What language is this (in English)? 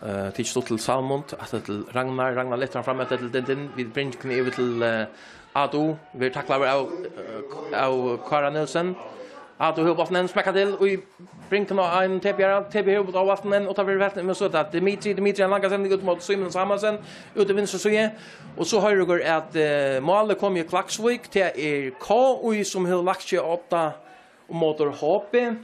Faroese